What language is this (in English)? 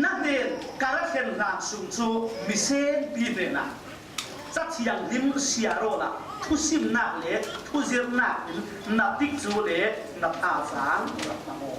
Falam Chin